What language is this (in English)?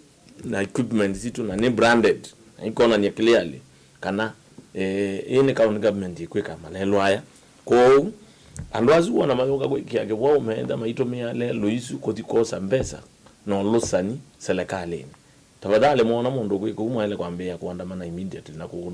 Kamba